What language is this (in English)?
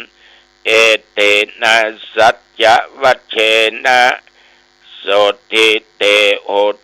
Pali